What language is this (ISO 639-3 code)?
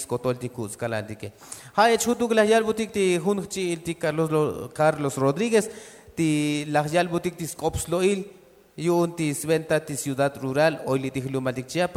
tzo